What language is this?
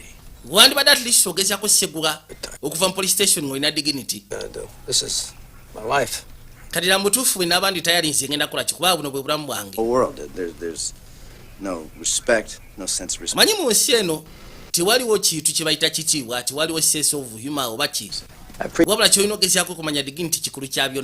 Ganda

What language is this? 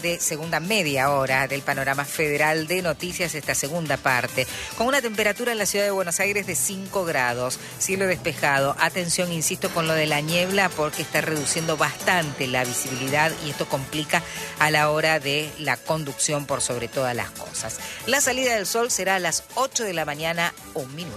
Spanish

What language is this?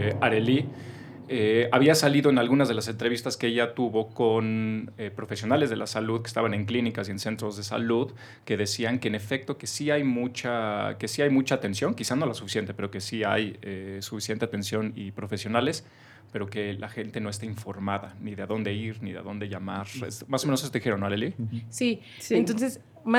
Spanish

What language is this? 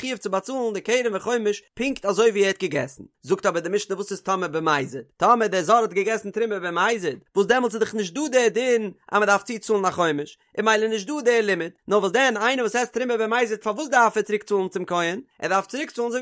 Yiddish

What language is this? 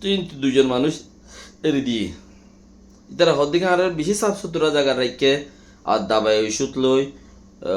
Rohingya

